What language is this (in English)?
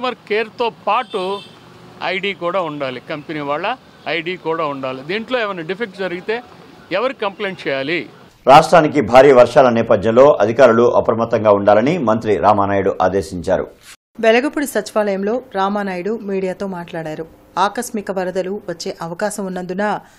Telugu